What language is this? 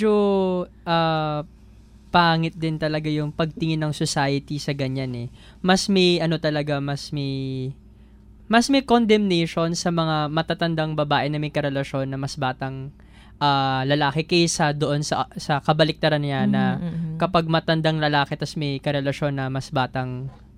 Filipino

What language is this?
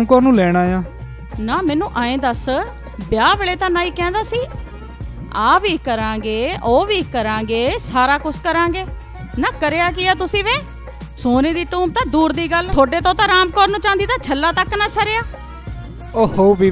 Punjabi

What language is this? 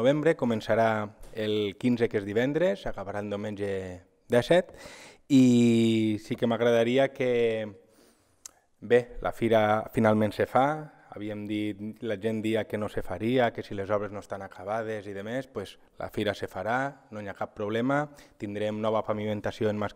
Catalan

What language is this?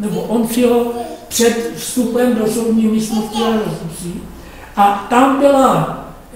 Czech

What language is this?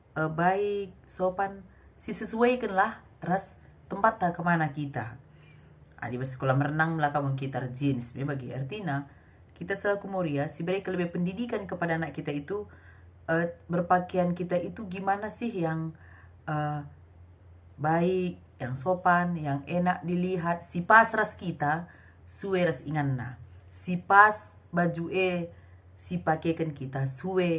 Batak Karo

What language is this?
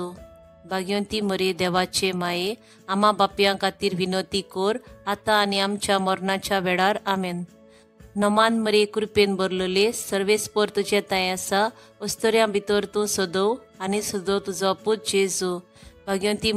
Konkani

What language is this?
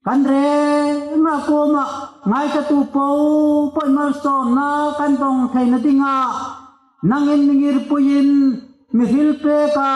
Hmar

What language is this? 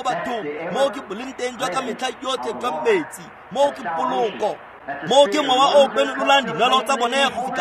Tswana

